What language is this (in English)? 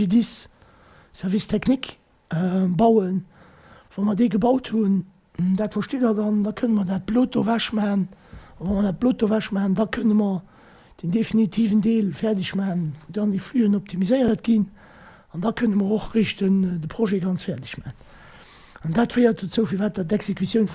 Luxembourgish